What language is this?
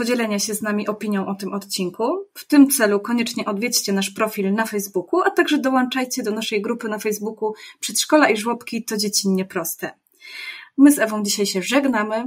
Polish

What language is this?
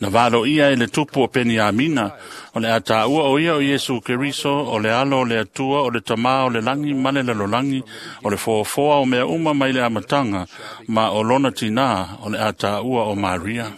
Samoan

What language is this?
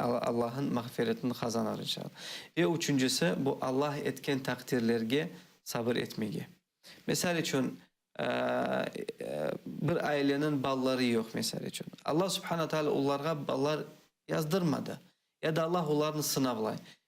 Crimean Tatar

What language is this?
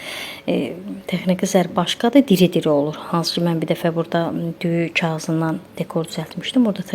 Azerbaijani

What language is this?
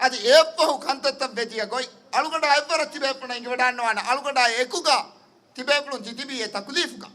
Divehi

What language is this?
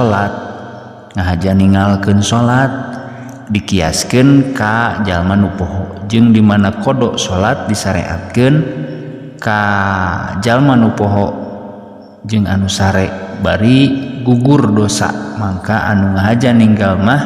Sundanese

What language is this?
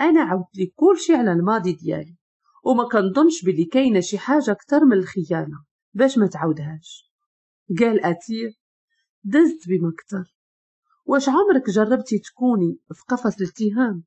Moroccan Arabic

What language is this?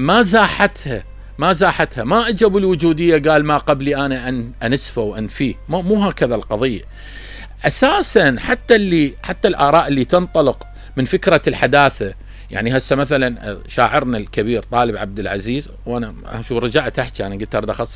Mesopotamian Arabic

